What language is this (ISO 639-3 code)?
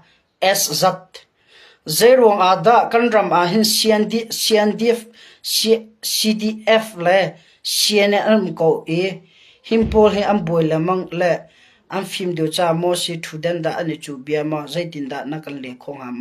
cnh